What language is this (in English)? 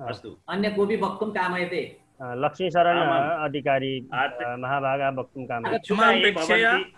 Sanskrit